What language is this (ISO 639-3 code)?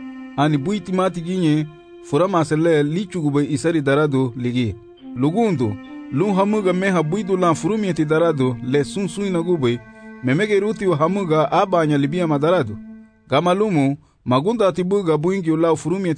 cab